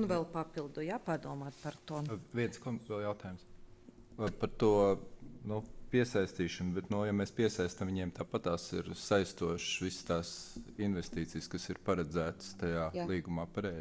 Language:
Latvian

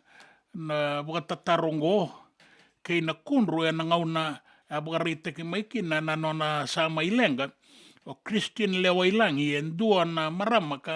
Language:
Fijian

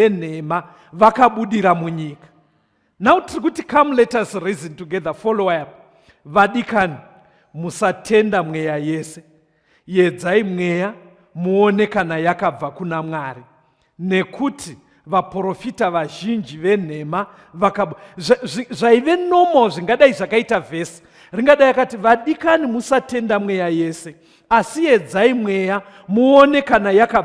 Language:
Shona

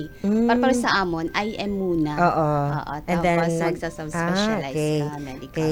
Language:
Waray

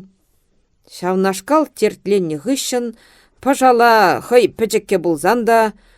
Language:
Chuvash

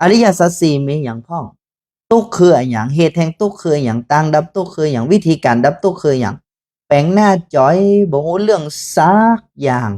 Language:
Northern Thai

